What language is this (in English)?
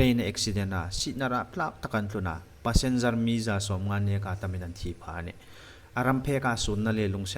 Hmar